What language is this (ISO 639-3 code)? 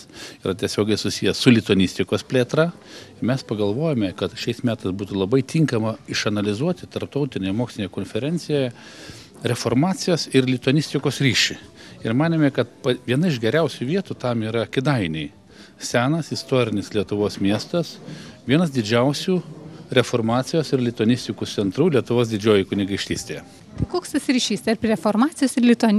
lit